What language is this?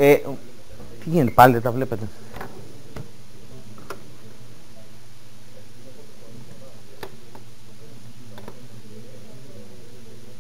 Greek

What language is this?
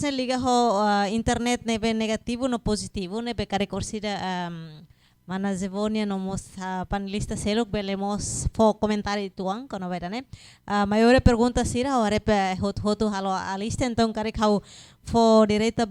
Tetum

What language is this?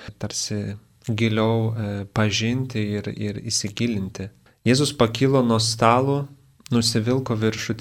Lithuanian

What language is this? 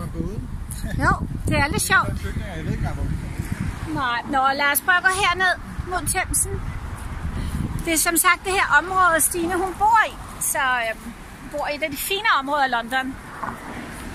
Danish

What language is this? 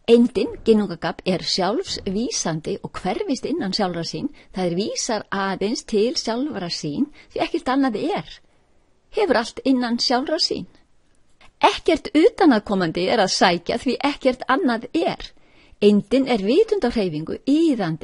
Icelandic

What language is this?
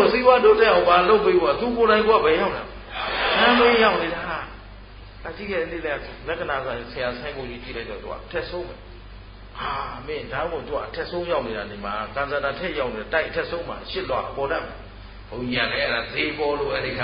Burmese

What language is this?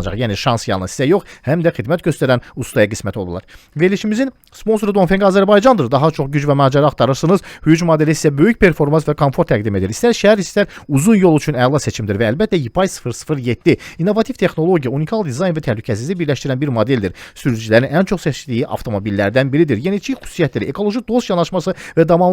Azerbaijani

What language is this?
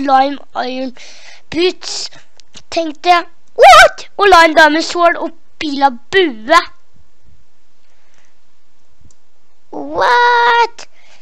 Norwegian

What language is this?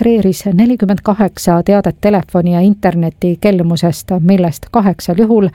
Estonian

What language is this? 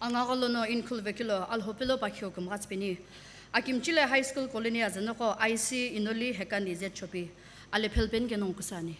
Sumi Naga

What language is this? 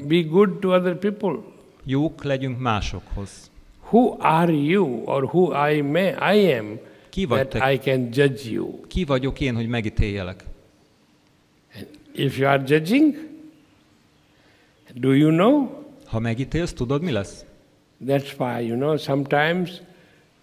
Hungarian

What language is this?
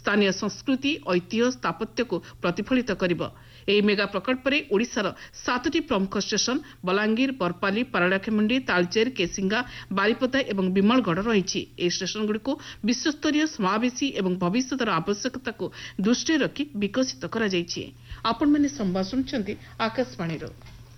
Odia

